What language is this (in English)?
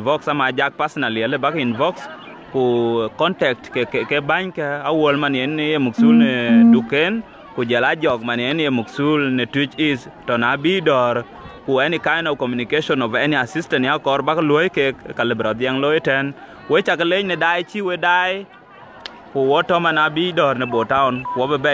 Dinka